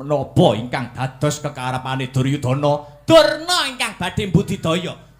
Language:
Javanese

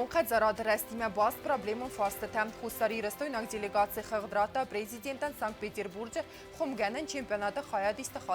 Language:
Ossetic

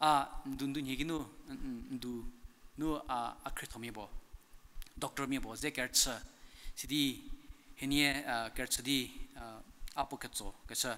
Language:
Angami Naga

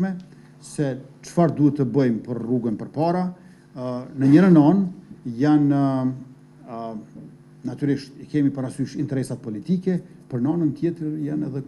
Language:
Albanian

